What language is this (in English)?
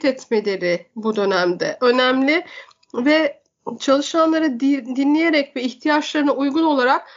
Turkish